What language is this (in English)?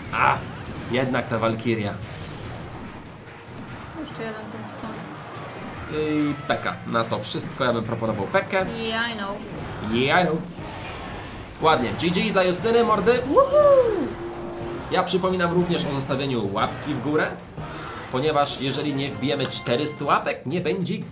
Polish